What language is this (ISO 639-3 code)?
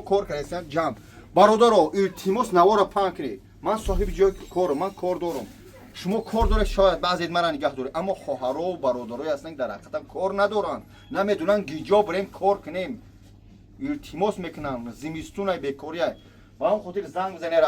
tgk